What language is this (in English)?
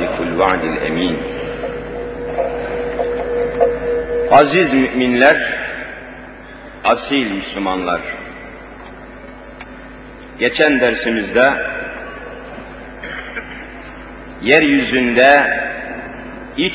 Turkish